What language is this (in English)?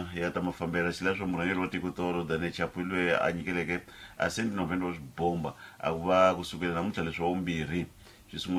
Tsonga